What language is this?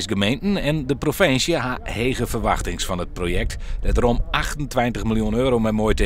Western Frisian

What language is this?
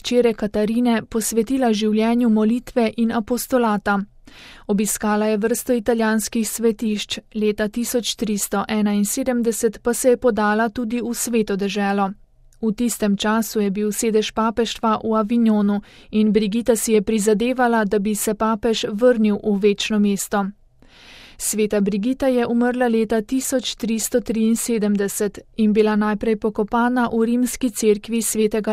Slovenian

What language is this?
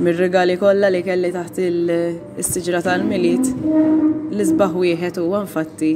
Maltese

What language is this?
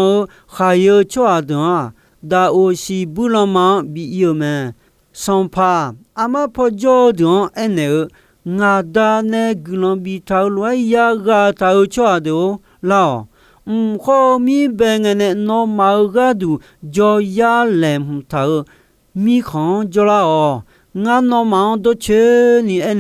Akha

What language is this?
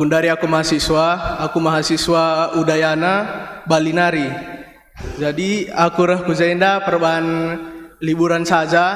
Batak Karo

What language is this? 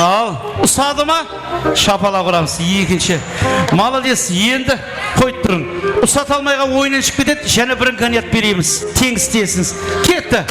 Kara-Kalpak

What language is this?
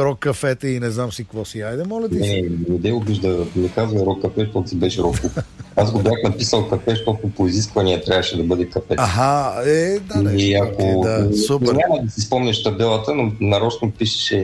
Bulgarian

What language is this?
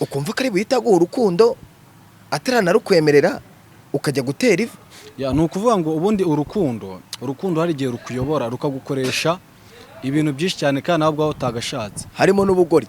Kinyarwanda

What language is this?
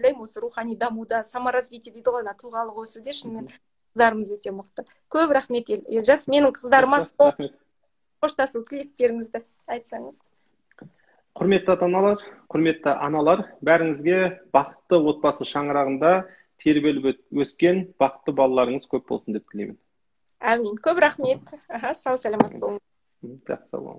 Kazakh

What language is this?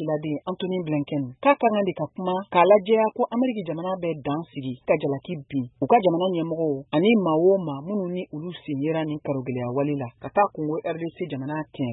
Bambara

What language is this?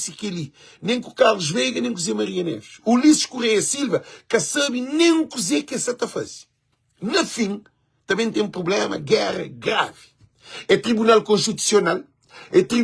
Kabuverdianu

